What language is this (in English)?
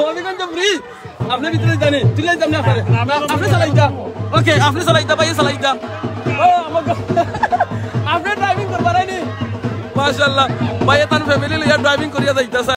Sylheti